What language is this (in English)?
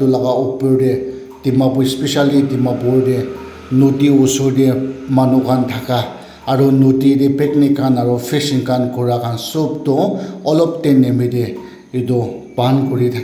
Naga Pidgin